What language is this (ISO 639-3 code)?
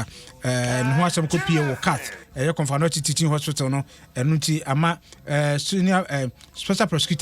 aka